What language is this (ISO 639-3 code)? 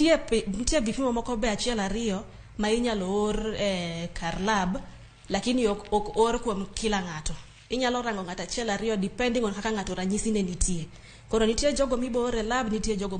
luo